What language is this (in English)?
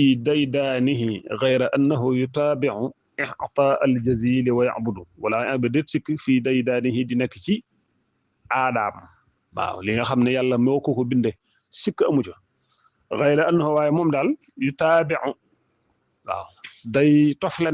Wolof